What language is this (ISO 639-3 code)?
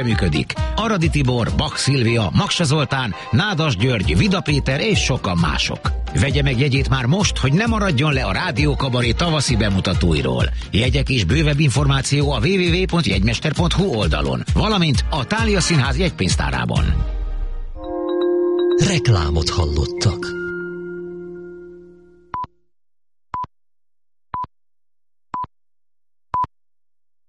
hun